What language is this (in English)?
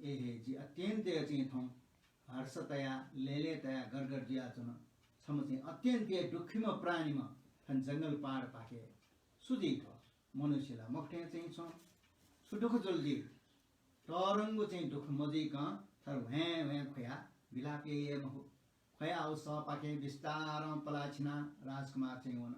Newari